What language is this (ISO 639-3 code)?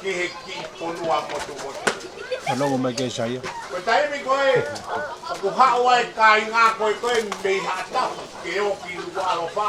ton